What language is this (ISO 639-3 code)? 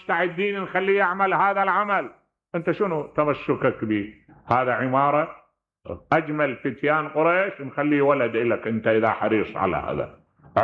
acm